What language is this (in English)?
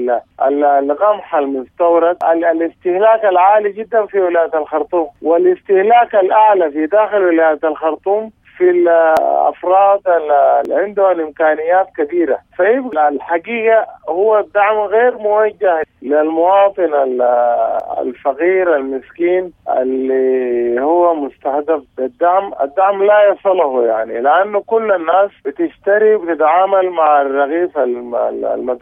Sudanese Arabic